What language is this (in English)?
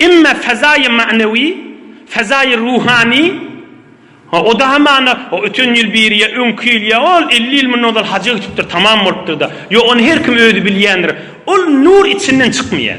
Turkmen